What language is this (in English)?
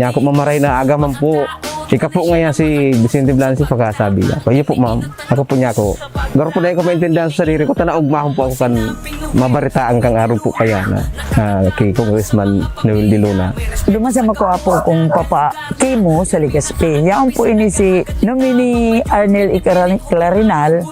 Bikol